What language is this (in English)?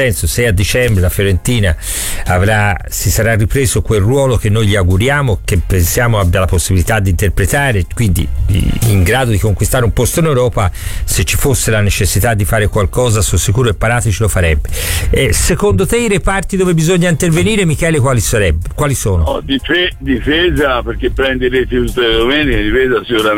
Italian